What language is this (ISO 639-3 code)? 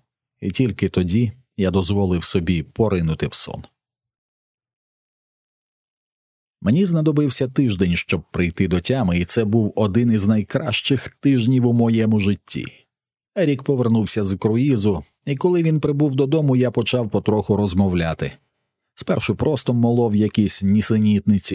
ukr